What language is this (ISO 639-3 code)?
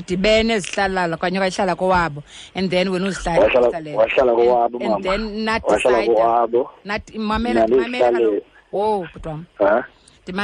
xho